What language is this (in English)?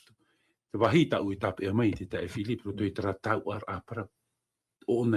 Tahitian